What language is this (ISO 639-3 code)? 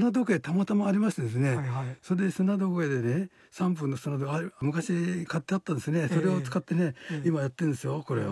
jpn